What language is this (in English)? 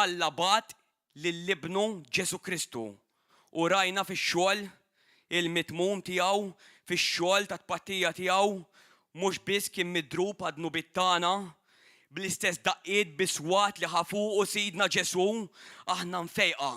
Maltese